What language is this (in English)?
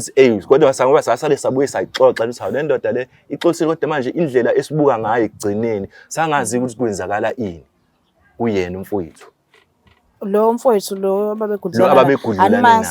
Zulu